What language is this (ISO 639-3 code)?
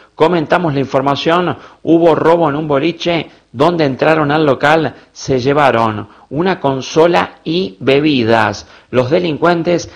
spa